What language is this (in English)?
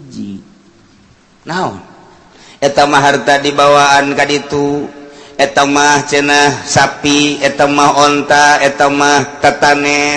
Sundanese